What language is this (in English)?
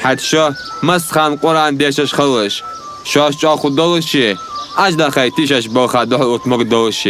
Ingush